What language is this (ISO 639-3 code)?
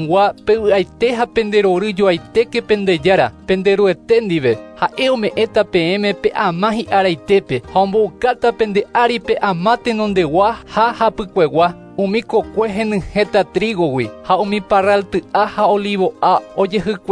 grn